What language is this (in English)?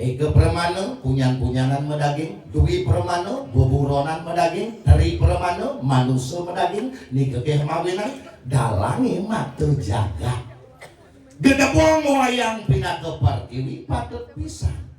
Balinese